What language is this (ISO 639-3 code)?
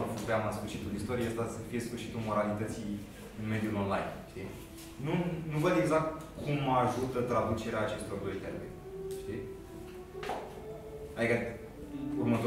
ron